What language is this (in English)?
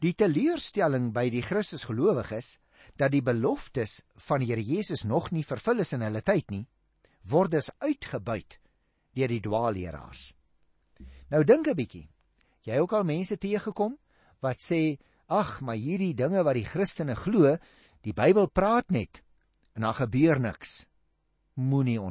Afrikaans